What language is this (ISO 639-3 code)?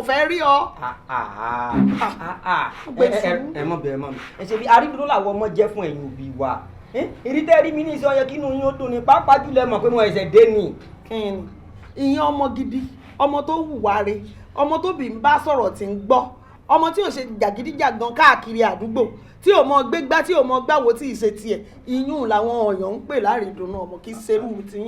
yor